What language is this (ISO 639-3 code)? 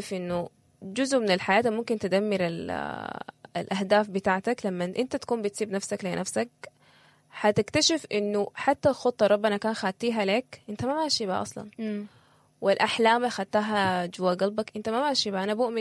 apd